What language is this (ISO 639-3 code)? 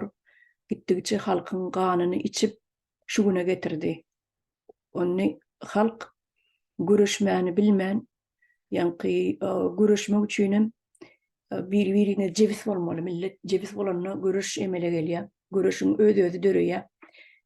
tuk